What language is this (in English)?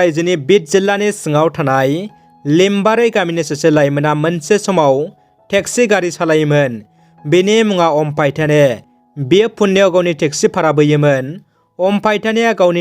Bodo